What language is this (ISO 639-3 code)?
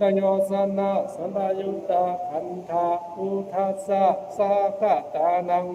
pli